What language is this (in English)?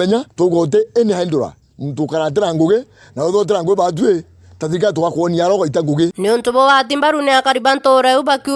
Meru